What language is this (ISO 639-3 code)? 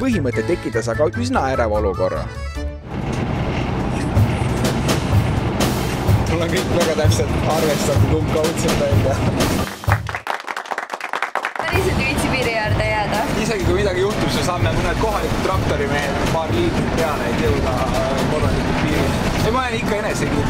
est